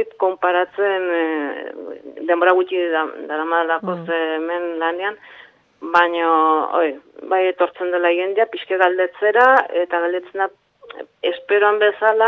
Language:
Basque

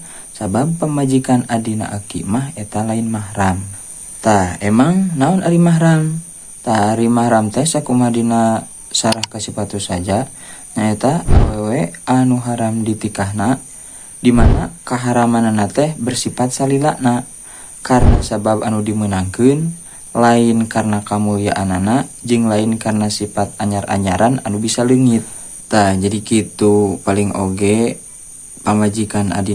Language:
Sundanese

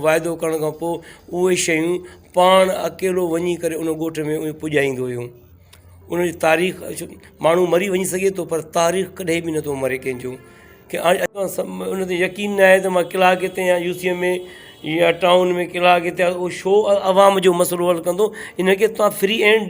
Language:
Sindhi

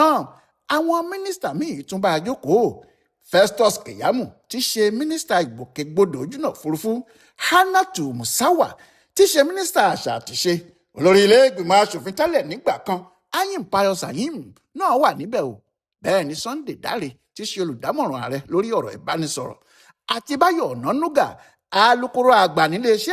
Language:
Yoruba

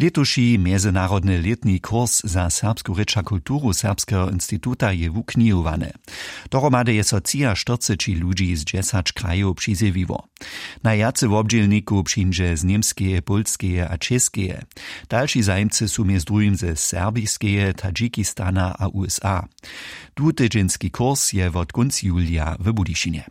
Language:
Upper Sorbian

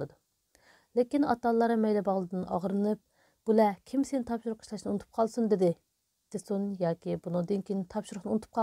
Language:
Uyghur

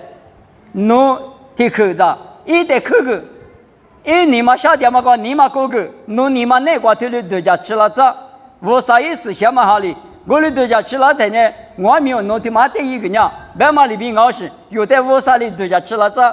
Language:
Lisu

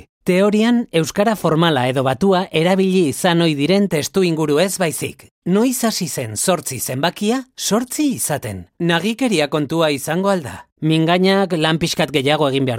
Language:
Basque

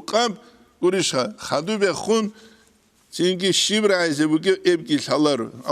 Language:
Avaric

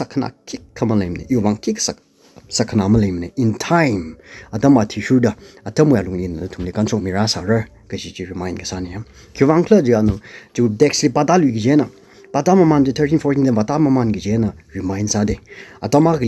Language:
Tangkhul Naga (India)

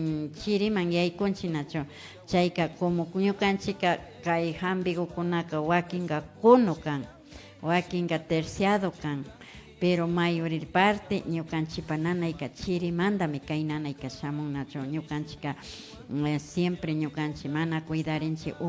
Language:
Imbabura Highland Quichua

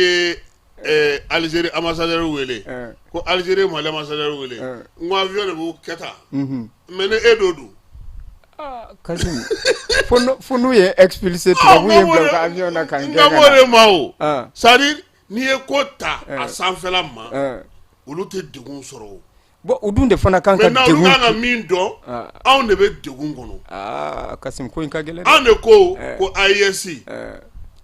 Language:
Bambara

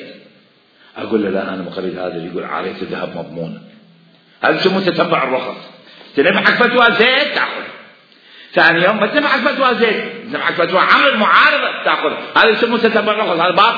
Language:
Mesopotamian Arabic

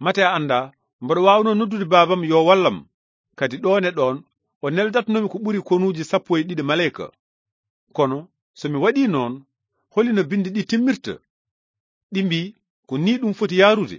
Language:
Fula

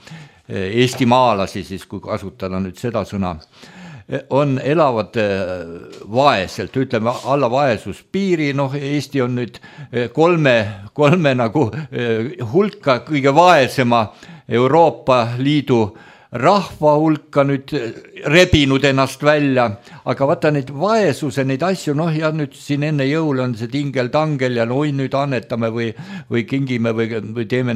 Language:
Estonian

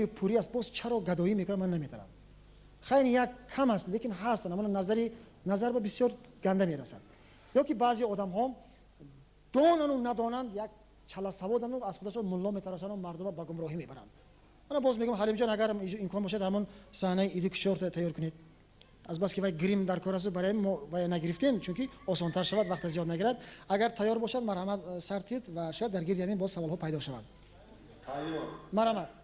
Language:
Tajik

